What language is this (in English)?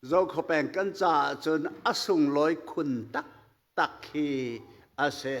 Hakha Chin